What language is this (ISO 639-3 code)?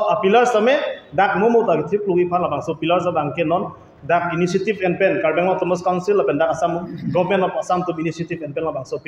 mjw